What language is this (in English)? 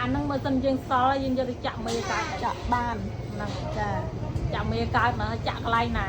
Khmer